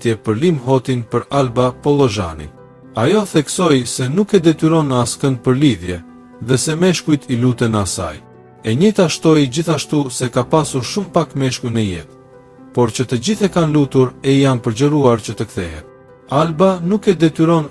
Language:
Albanian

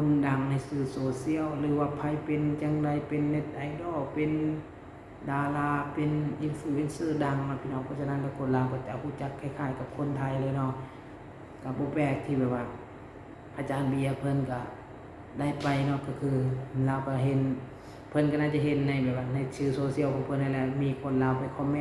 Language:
Lao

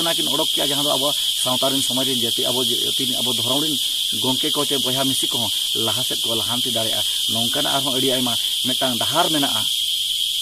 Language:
Santali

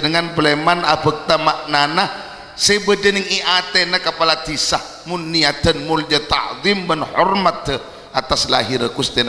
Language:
Madurese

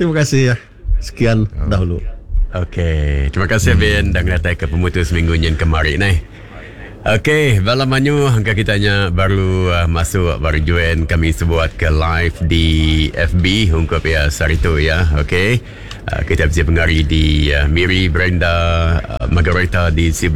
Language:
Iban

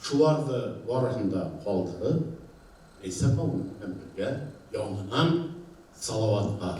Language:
Bashkir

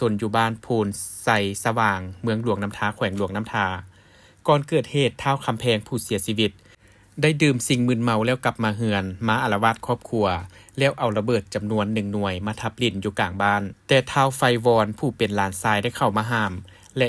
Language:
Lao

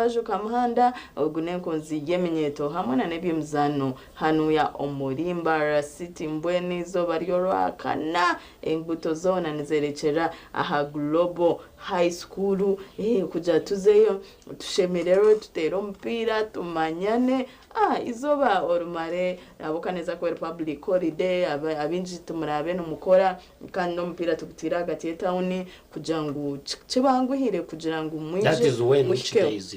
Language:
Nyankole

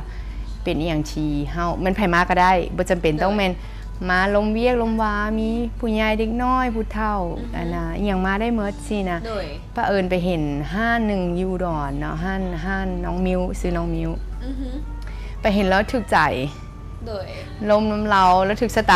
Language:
Lao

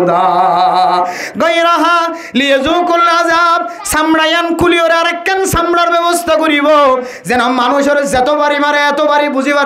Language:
Rohingya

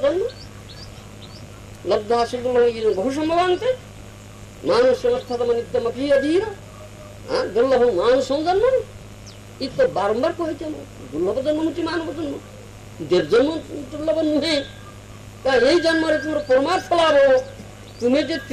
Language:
Odia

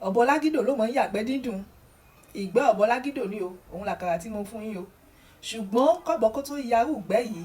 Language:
Yoruba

